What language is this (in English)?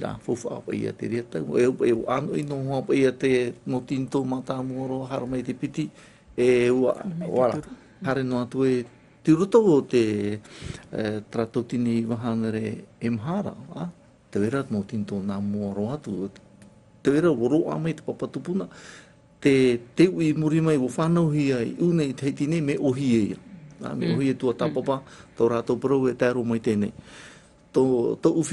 Tahitian